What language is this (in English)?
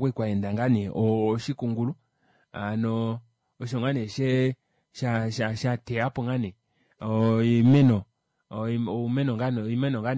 Kuanyama